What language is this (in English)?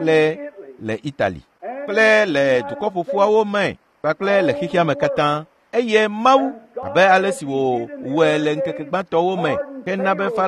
Ewe